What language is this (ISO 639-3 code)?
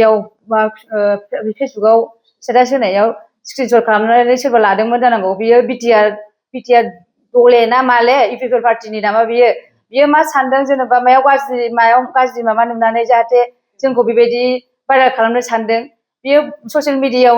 brx